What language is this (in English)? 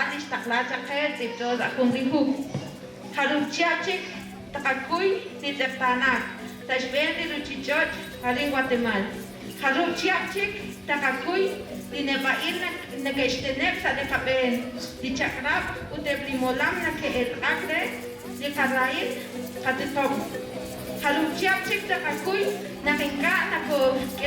Kekchí